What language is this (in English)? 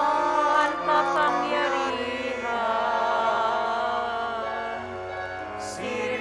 Bikol